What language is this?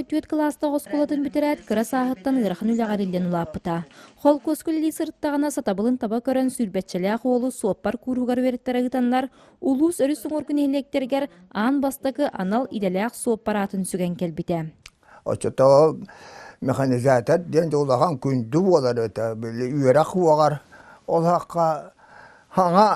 Yakut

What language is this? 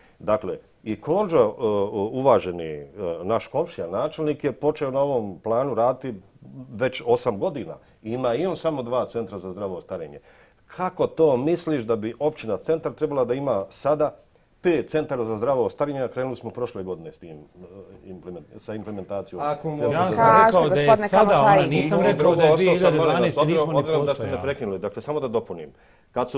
Bosnian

